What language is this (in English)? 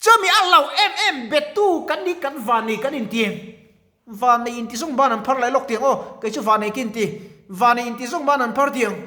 Mizo